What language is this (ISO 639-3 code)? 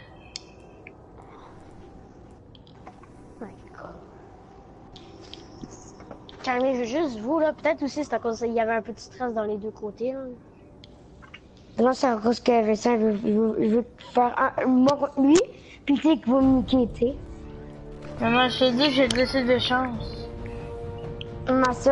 fra